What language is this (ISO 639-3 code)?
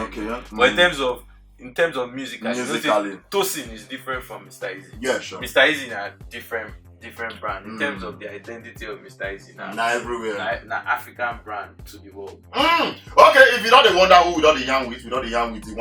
pcm